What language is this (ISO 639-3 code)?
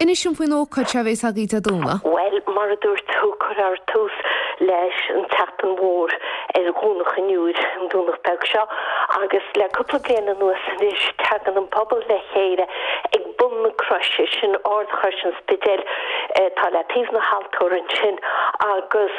gle